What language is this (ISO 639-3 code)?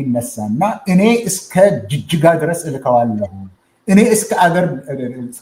amh